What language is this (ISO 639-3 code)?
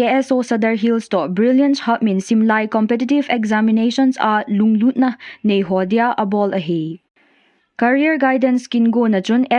tcz